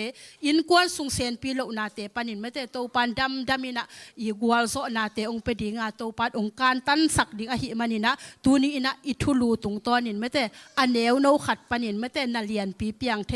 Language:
Tedim Chin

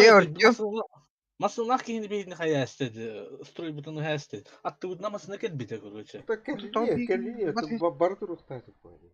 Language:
Yakut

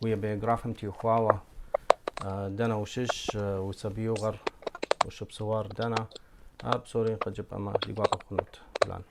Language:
Kabardian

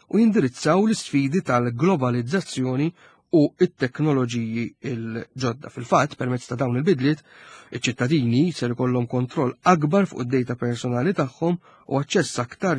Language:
Maltese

